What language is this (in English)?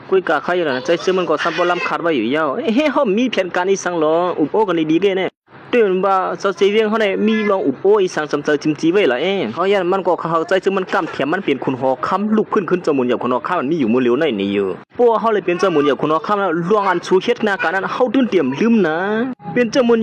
Shan